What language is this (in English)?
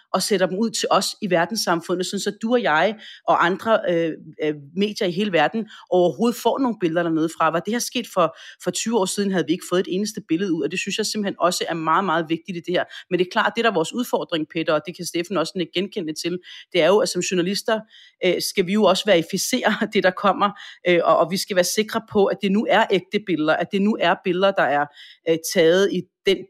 Danish